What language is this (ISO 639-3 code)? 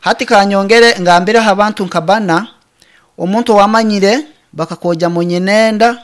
nyn